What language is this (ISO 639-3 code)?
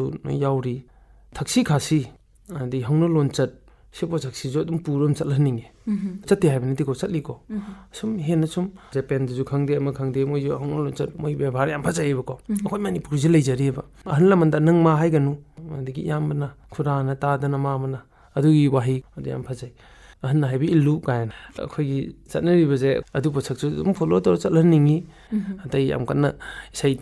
mni